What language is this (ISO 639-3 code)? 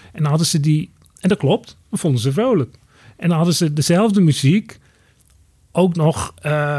nld